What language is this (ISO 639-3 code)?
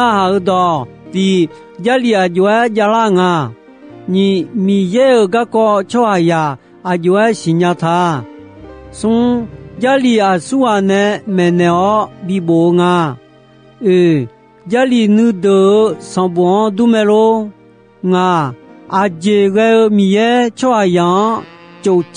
ahk